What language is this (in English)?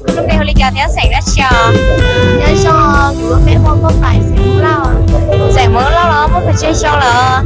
Hmong